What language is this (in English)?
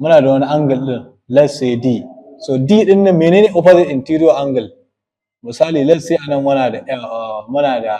Hausa